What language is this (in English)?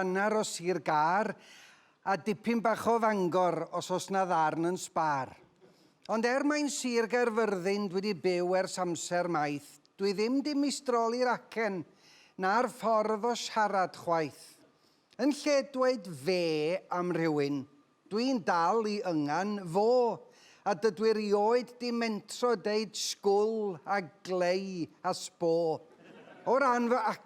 Welsh